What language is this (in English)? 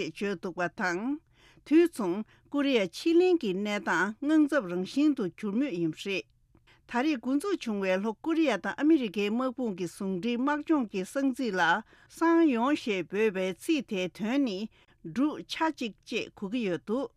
Tibetan